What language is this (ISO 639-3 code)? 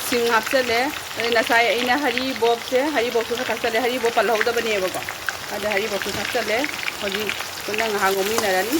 mni